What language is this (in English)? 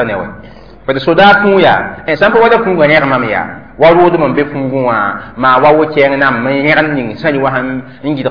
Mossi